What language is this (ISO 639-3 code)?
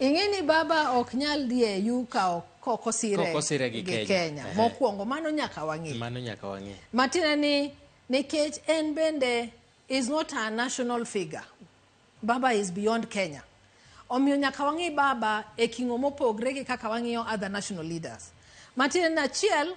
luo